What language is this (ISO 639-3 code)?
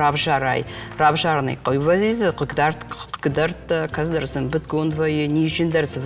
oss